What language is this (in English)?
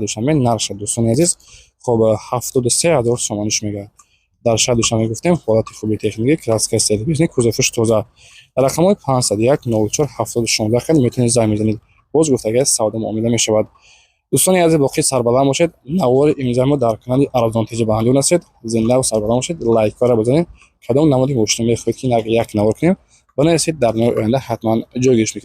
Tajik